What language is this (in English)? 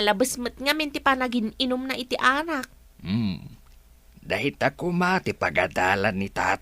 Iloko